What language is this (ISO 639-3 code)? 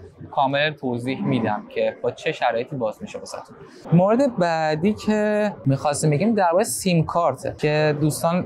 fas